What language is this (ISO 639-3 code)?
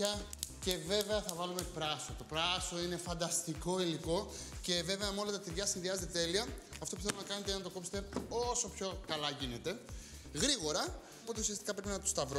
ell